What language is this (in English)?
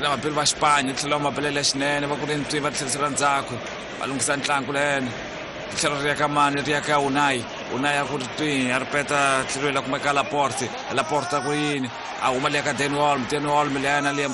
Tsonga